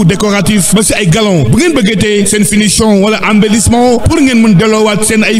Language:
Wolof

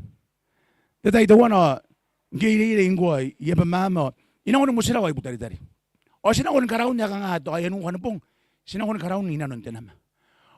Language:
Gilbertese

